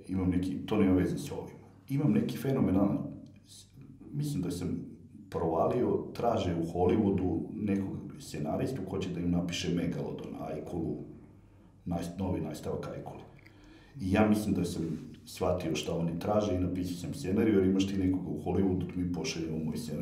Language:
Serbian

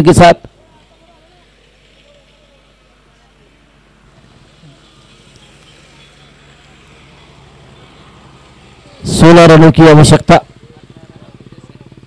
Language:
Hindi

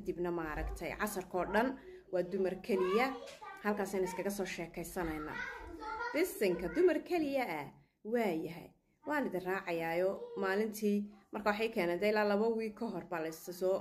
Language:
Somali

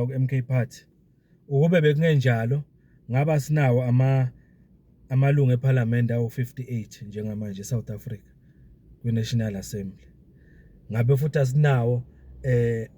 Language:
Zulu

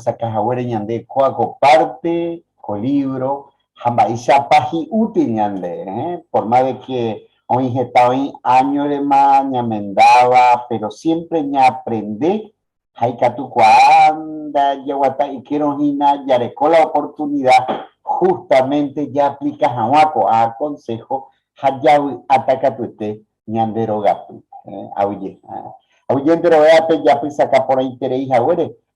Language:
Guarani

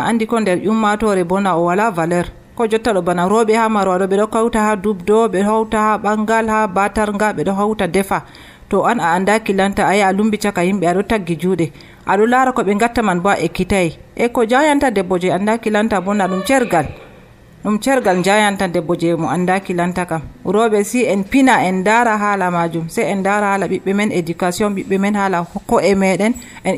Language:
Nigerian Fulfulde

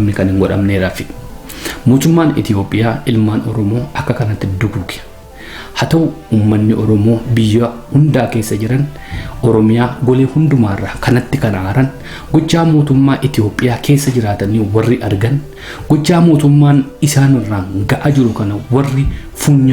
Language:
Oromo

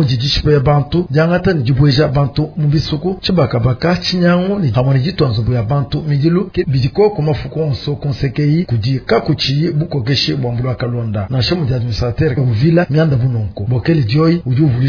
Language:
Luba-Lulua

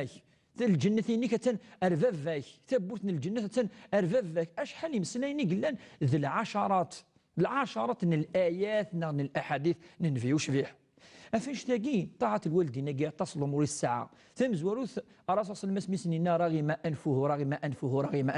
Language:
Kabyle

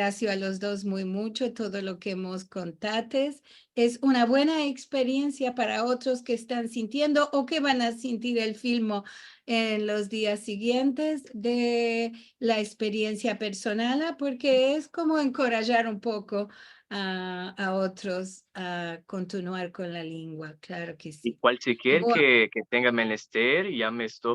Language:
Ladino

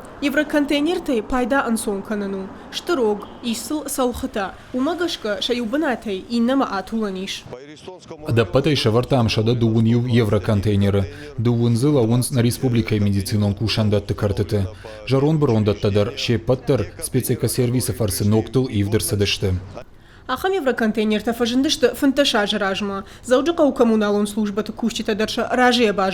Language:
Ossetic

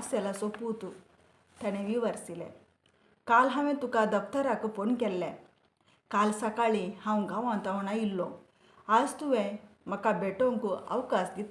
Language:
Konkani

